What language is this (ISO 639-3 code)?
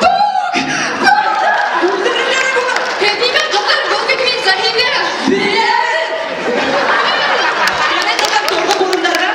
bak